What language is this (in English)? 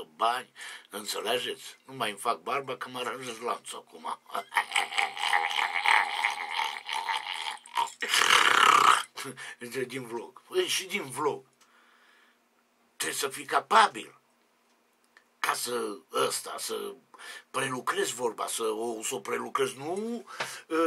Romanian